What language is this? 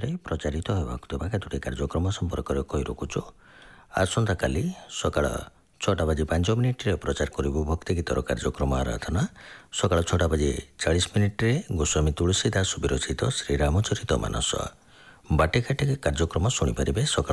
Odia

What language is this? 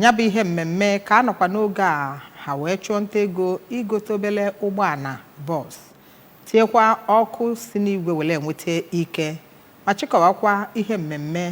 Igbo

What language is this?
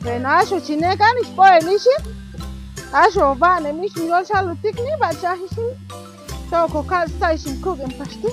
Chuj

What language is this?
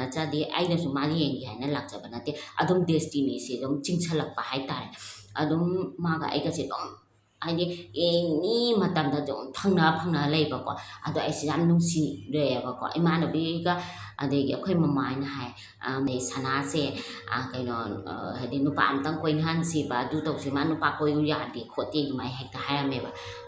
Manipuri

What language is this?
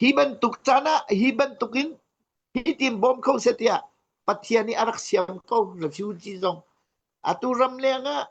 Hakha Chin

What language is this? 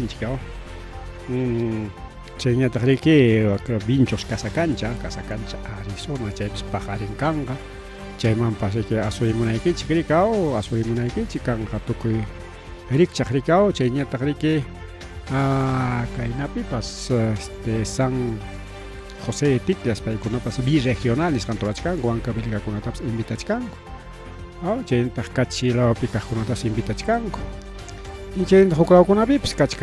Ayacucho Quechua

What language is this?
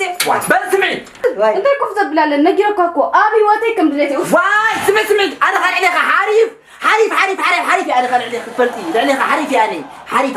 Tigrinya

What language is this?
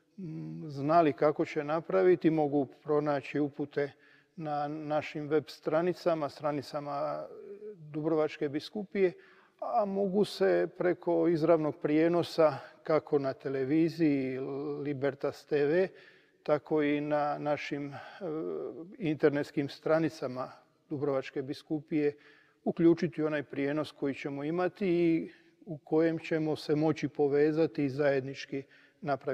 Croatian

